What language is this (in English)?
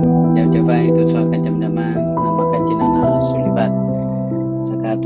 Paiwan